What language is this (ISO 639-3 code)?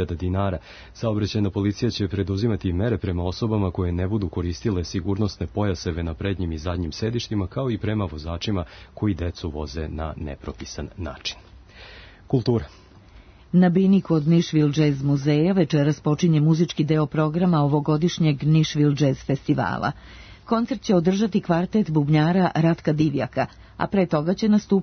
srp